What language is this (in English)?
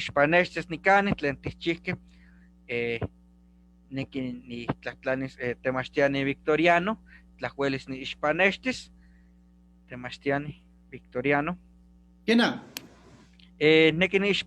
Eastern Huasteca Nahuatl